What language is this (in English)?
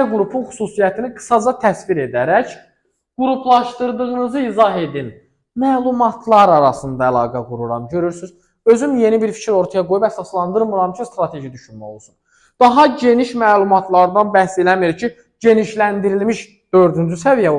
Azerbaijani